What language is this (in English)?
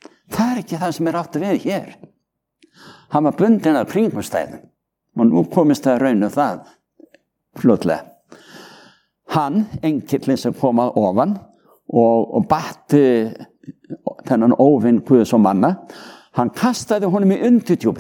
Icelandic